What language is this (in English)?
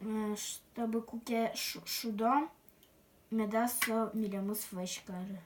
Udmurt